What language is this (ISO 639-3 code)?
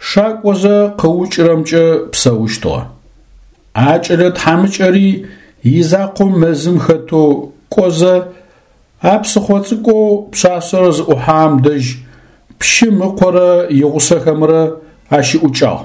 ady